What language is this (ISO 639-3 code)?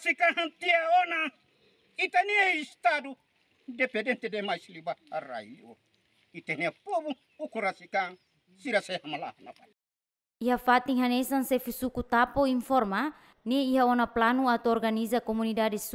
tet